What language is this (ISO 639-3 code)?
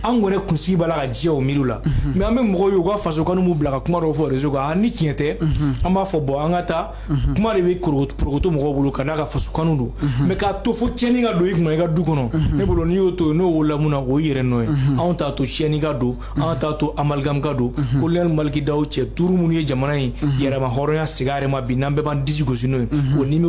bam